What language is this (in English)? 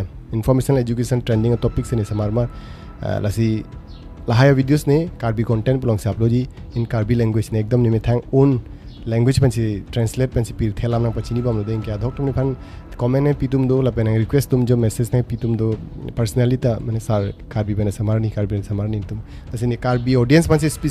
Karbi